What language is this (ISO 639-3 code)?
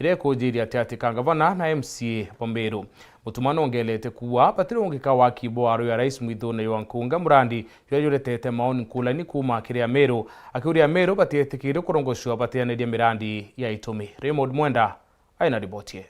mer